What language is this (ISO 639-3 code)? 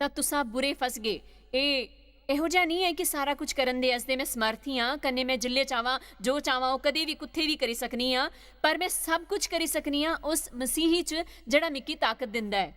doi